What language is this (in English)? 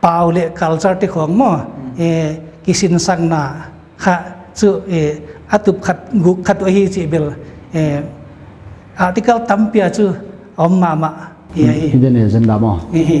Paite Chin